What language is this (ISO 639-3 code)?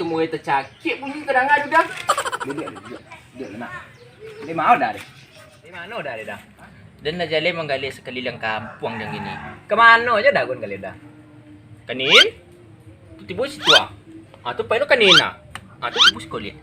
min